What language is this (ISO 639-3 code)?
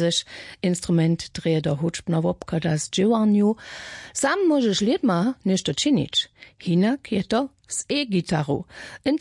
hsb